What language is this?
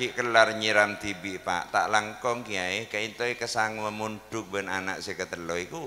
Madurese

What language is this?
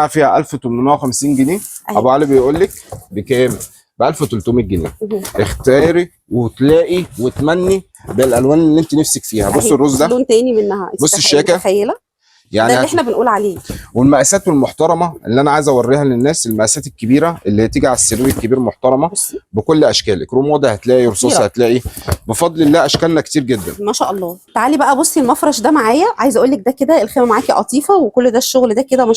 Egyptian Arabic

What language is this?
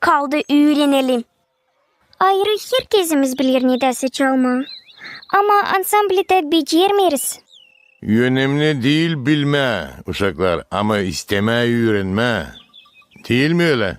Gagauz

